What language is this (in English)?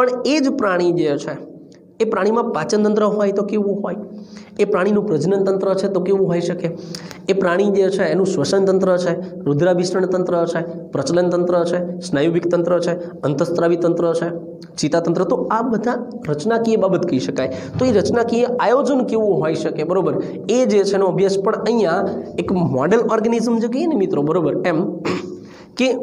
Gujarati